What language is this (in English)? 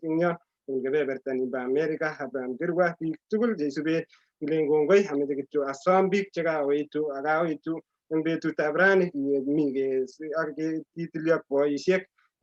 Kalenjin